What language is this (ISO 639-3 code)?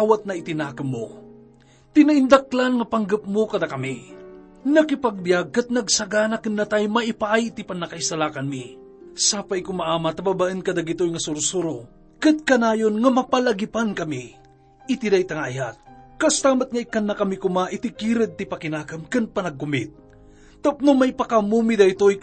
ilo